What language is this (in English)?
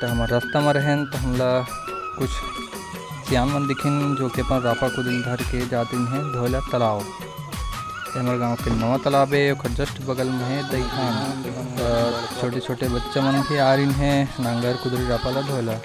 Chhattisgarhi